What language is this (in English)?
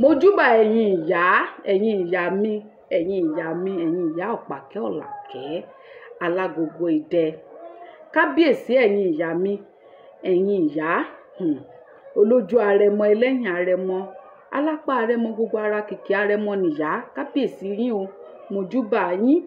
Yoruba